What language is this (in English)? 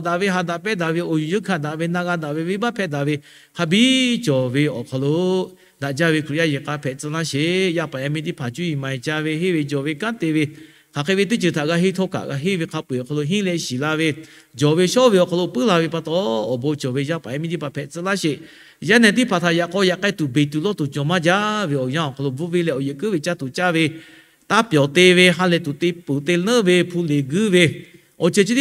Lahu